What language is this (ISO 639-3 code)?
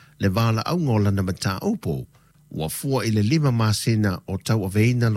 smo